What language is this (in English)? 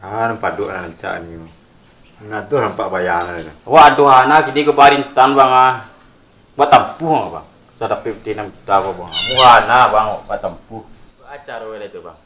Minangkabau